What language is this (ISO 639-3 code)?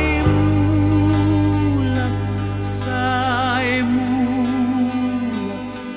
bbc